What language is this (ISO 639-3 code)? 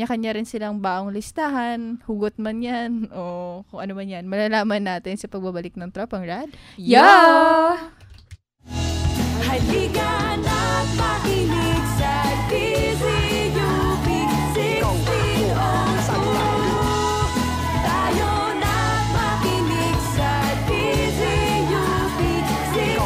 fil